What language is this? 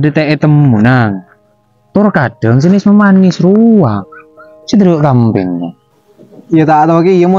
Madurese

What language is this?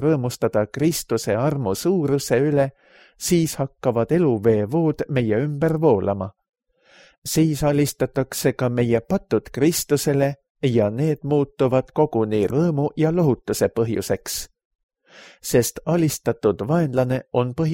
Estonian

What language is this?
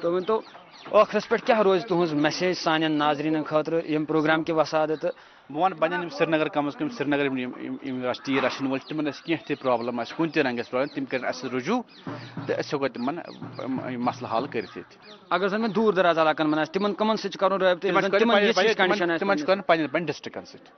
Kashmiri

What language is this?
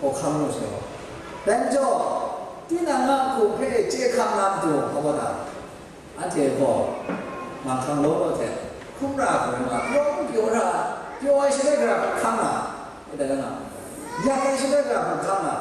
Kachin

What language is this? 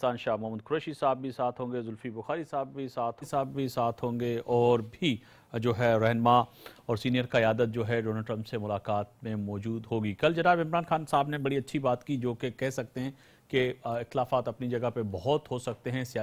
Urdu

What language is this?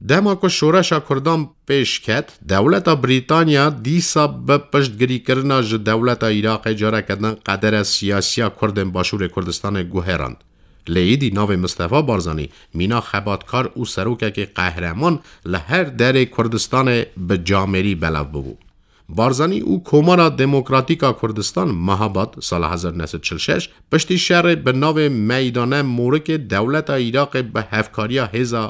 Kurdish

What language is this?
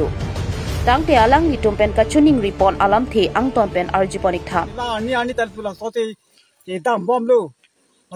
Karbi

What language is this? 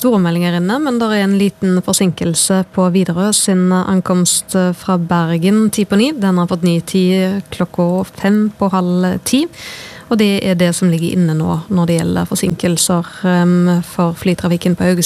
Norwegian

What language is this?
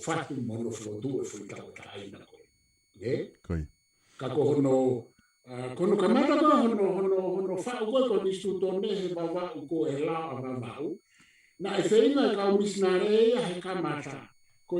Tongan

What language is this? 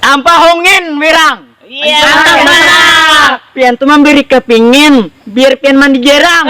Banjar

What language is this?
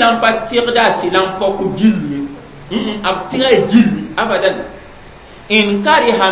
Mossi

